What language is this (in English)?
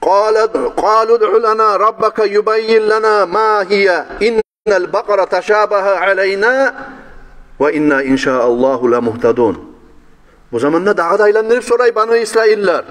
Kumyk